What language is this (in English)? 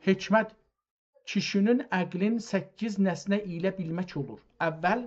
South Azerbaijani